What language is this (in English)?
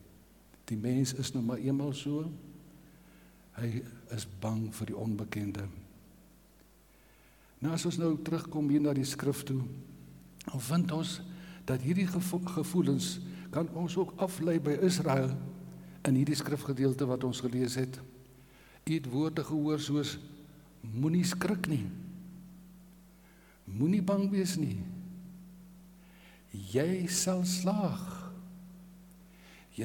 Afrikaans